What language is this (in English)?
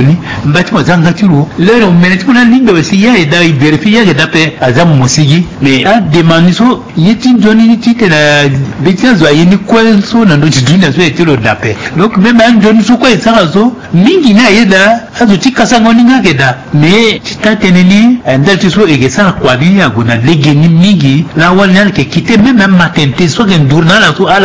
Sango